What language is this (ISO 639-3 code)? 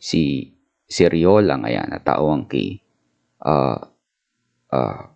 bik